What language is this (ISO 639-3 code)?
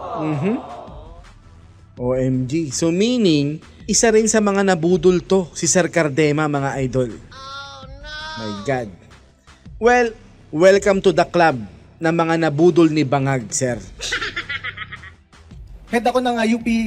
fil